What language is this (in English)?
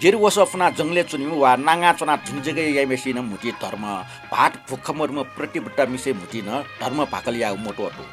Newari